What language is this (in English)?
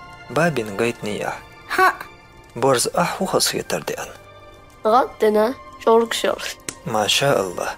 Chechen